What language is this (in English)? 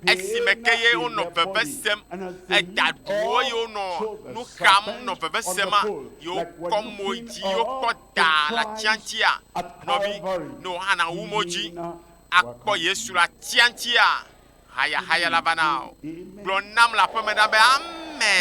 Ewe